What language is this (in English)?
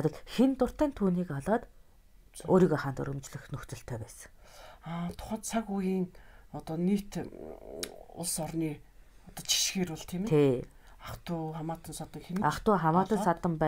Mongolian